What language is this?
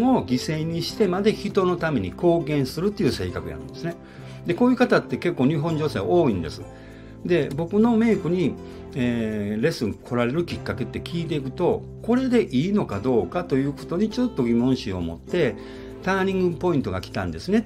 Japanese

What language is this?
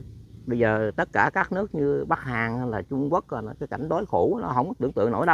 Vietnamese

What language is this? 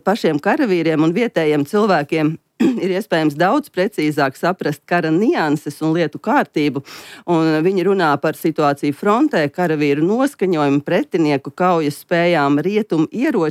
Latvian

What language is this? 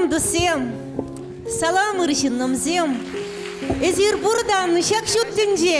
Chuvash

